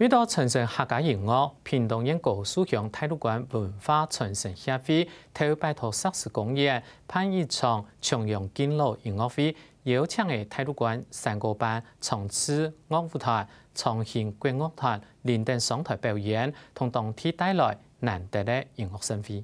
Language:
Hakka Chinese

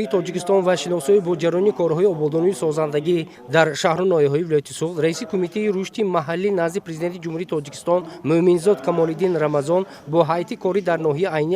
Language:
Tajik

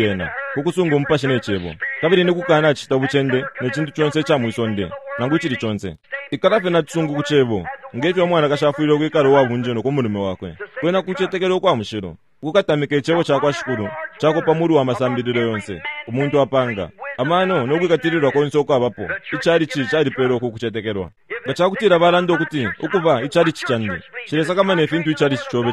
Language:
Bemba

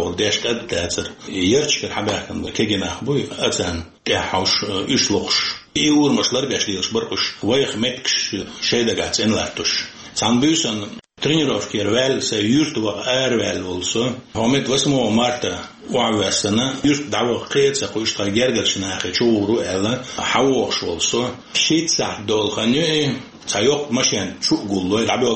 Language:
Chechen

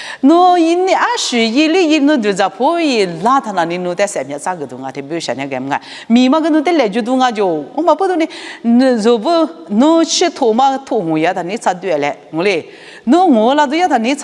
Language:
Lisu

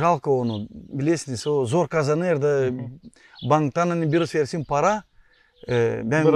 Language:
Gagauz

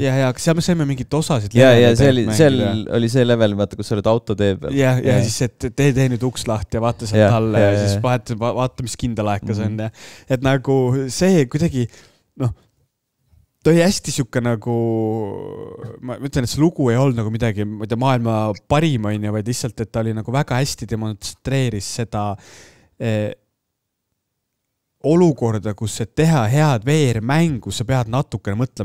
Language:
Estonian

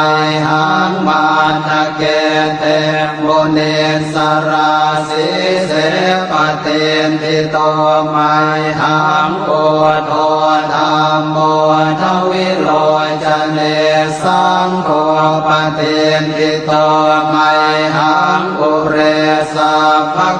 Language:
Pali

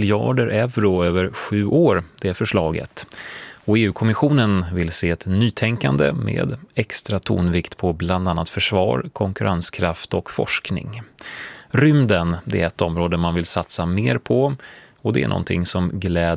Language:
Swedish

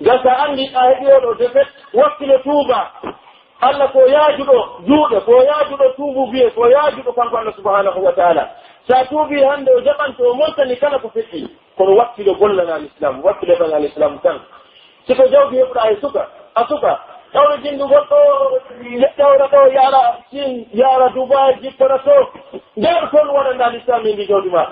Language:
Pular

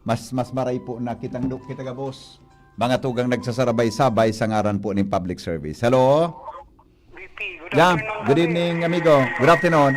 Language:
Bikol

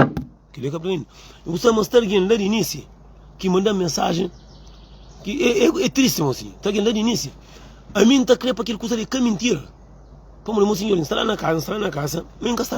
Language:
Kabuverdianu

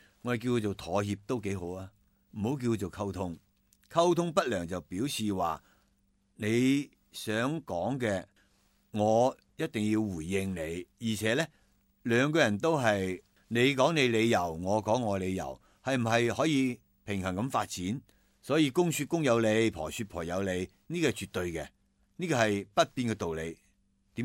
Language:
Cantonese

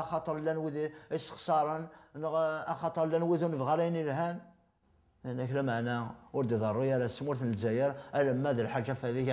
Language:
Kabyle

